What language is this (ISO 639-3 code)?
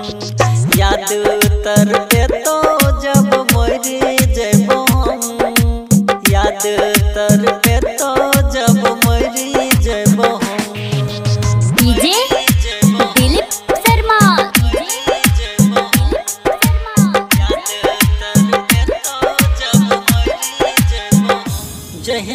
bho